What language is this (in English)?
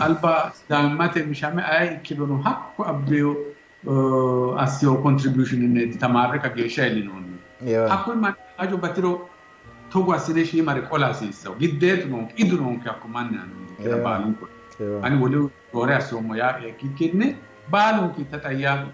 Sidamo